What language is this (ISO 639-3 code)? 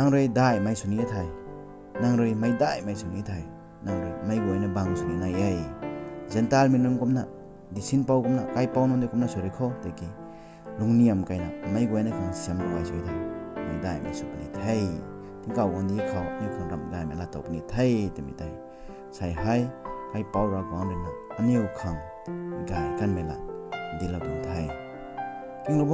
nbu